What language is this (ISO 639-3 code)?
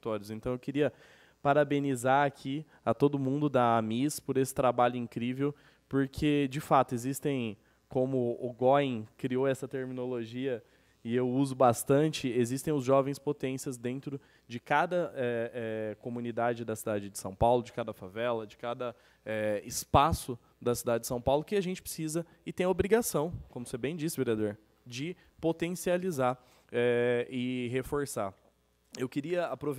por